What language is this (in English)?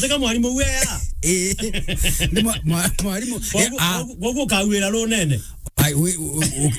Meru